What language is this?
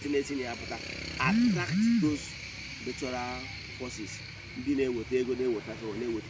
Igbo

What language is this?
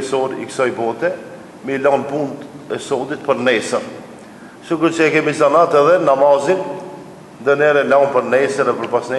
Albanian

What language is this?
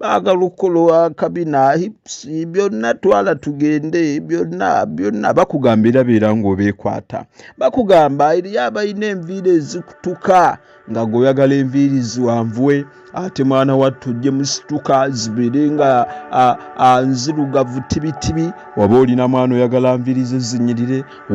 Ganda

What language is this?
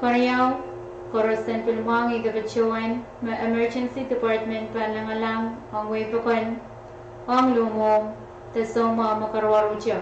Pohnpeian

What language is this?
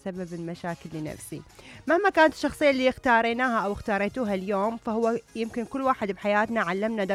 Mesopotamian Arabic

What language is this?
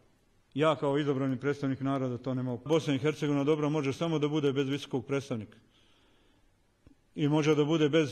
Bosnian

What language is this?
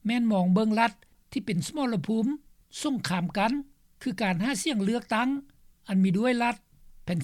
Lao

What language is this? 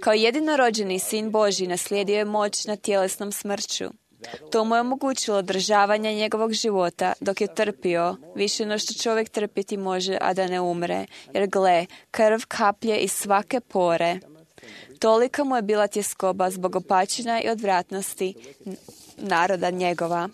Croatian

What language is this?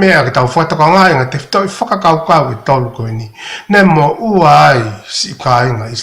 Tongan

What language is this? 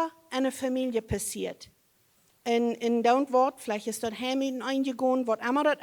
Plautdietsch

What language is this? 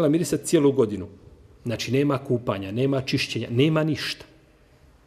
Bosnian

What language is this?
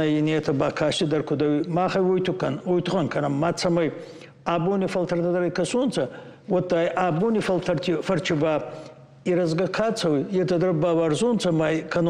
Ossetic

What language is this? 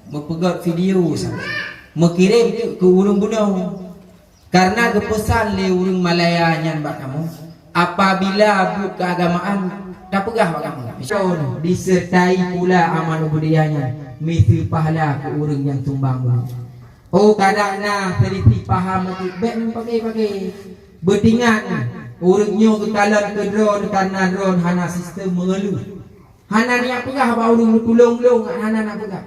Achinese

